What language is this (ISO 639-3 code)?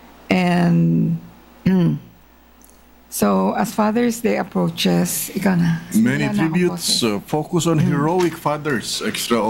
fil